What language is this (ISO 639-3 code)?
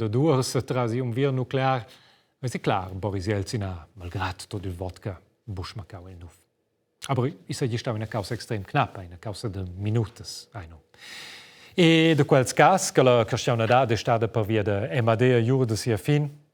roh